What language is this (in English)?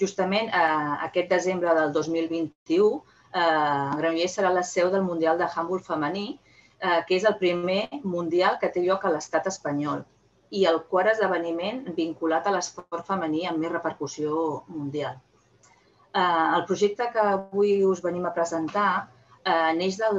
Catalan